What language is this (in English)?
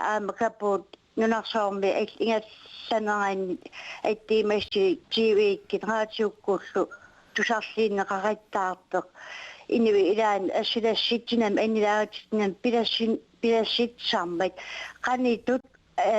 Kalaallisut